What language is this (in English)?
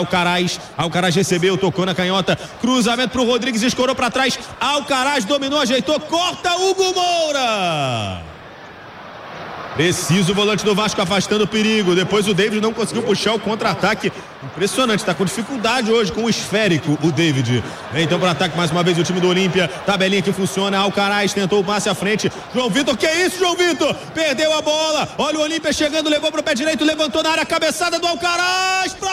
Portuguese